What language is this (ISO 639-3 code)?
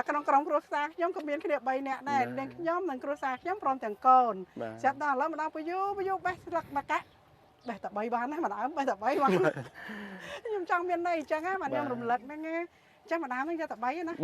khm